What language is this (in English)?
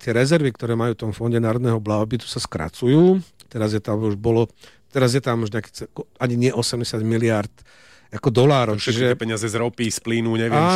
Slovak